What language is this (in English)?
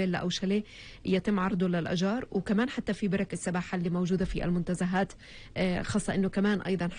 North Levantine Arabic